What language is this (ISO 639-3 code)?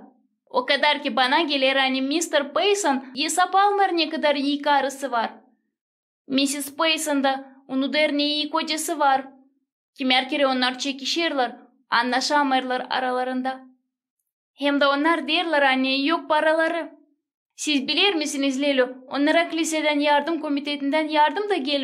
gag